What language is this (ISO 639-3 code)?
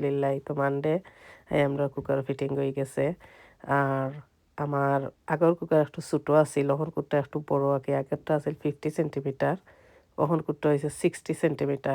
syl